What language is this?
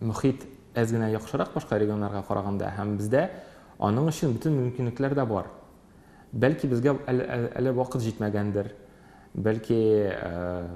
Tatar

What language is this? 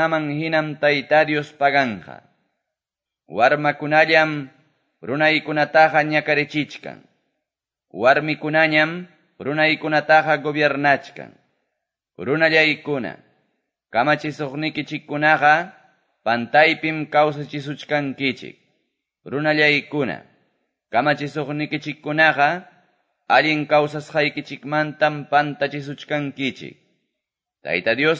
Quechua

